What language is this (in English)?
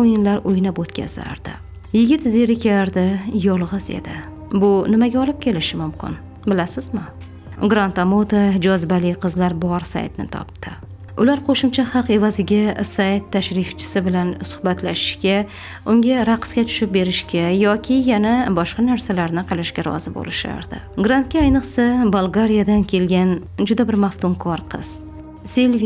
Uzbek